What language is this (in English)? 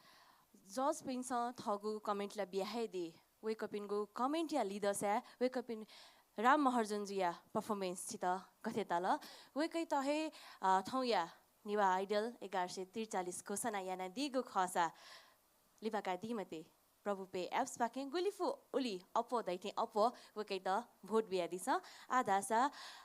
Newari